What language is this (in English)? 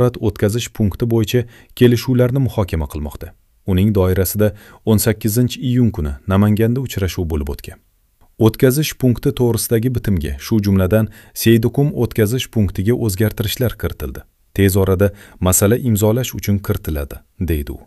Uzbek